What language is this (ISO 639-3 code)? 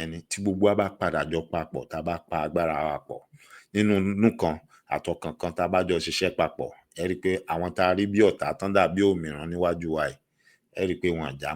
yor